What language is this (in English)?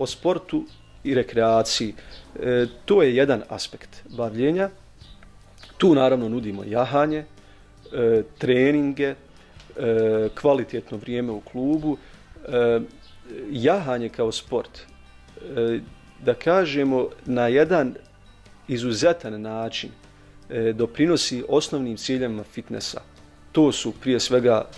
Bosnian